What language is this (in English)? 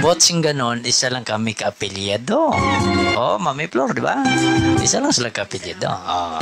Hiligaynon